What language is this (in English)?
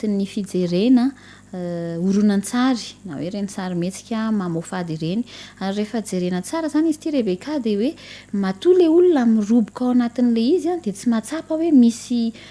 Malagasy